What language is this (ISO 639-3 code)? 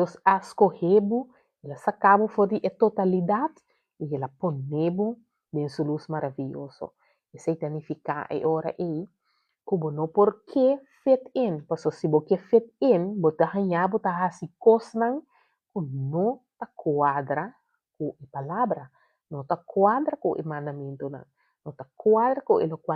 pap